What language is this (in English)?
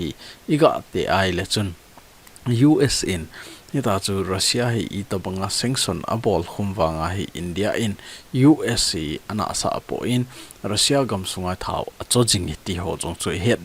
Thado Chin